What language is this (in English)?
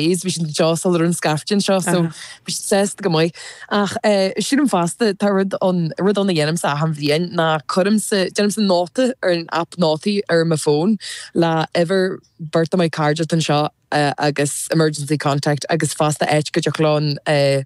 Irish